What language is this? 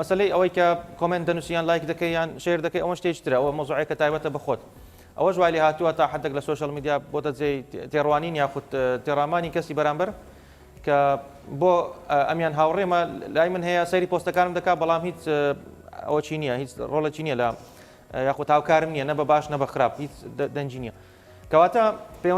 Central Kurdish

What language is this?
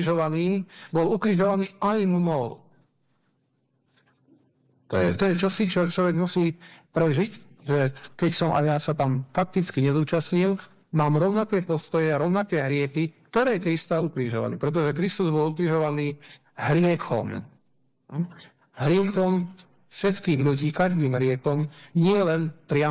Slovak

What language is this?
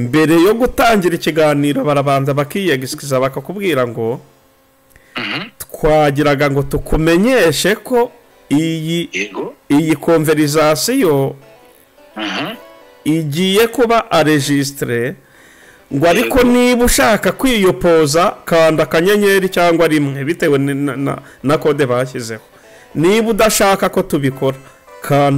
Kinyarwanda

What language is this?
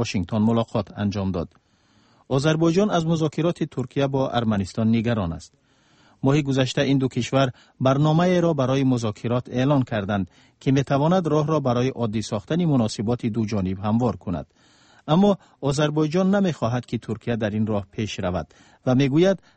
Persian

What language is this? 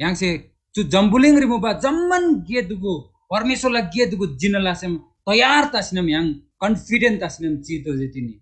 Eastern Tamang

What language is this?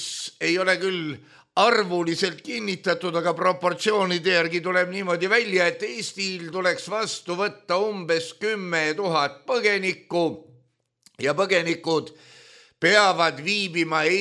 Estonian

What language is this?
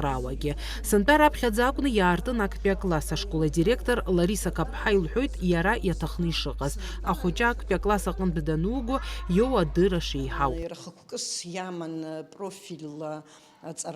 Abkhazian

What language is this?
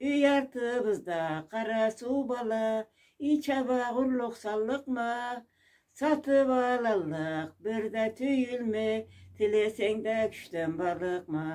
Karachay-Balkar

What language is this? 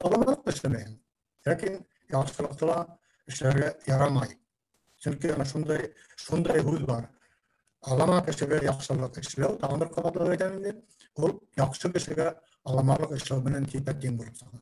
Bashkir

